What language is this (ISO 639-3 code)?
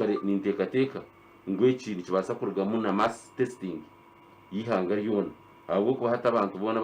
nyn